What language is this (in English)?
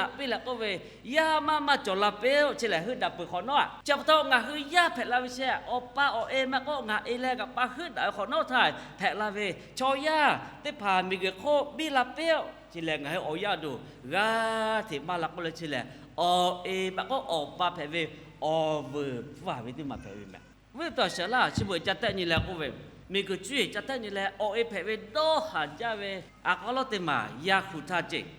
Lahu